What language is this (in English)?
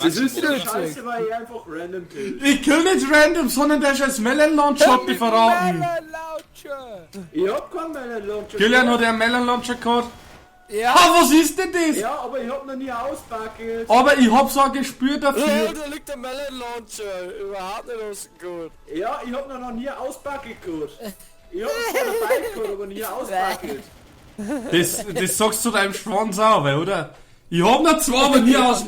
Bavarian